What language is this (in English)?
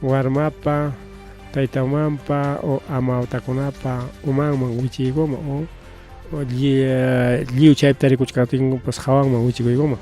Ayacucho Quechua